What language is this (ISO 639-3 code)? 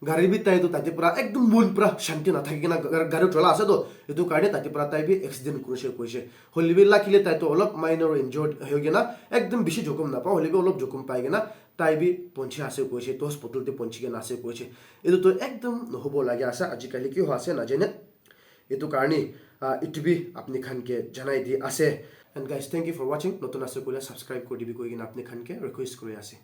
nag